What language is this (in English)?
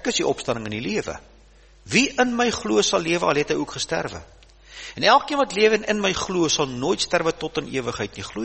Afrikaans